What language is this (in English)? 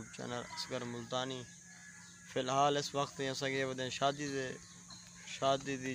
Saraiki